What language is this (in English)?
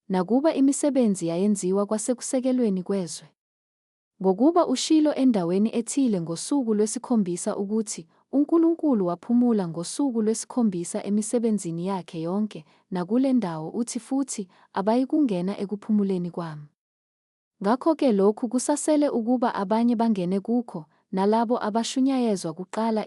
Zulu